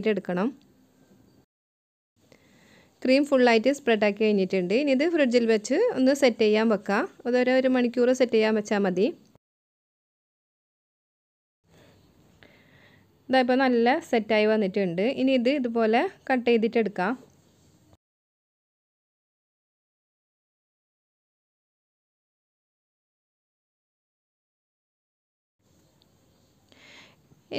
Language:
Malayalam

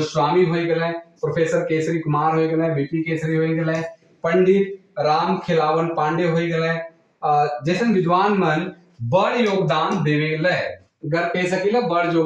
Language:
Sadri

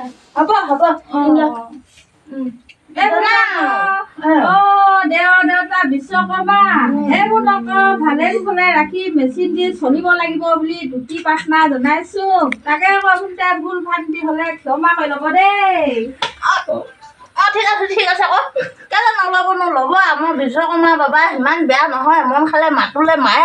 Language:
Assamese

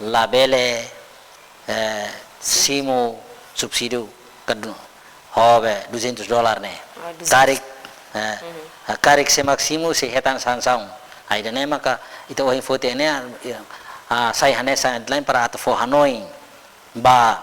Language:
Tetum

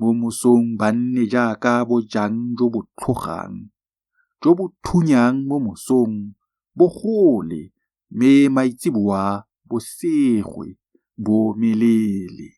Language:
Tswana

